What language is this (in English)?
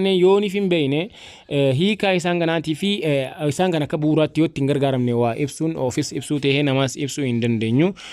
Oromo